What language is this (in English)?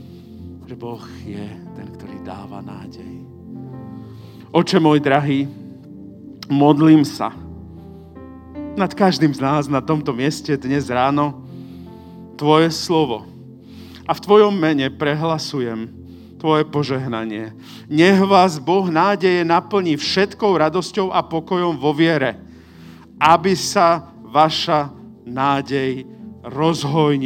Slovak